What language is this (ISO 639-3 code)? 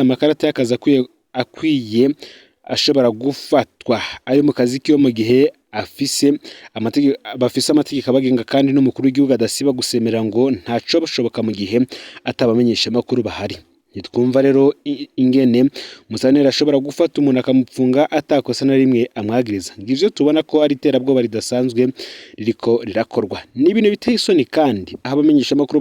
run